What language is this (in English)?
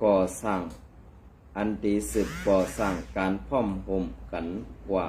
Shan